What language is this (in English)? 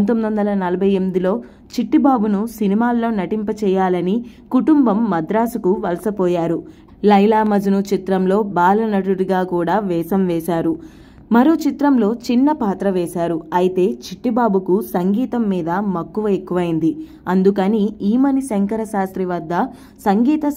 Telugu